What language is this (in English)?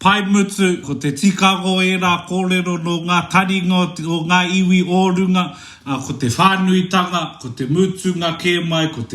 Māori